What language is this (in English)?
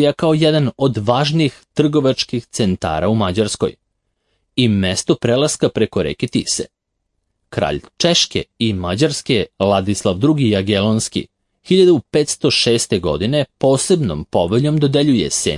Serbian